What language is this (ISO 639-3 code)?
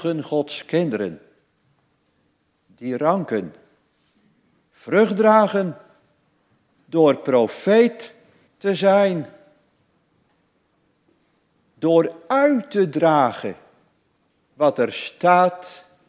nld